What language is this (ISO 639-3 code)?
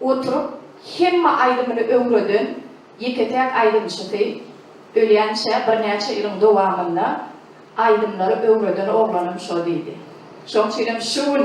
tuk